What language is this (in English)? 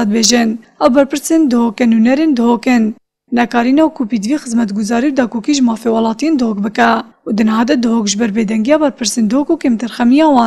Kurdish